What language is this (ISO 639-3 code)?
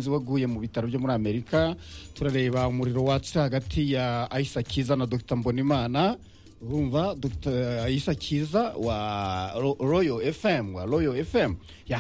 kin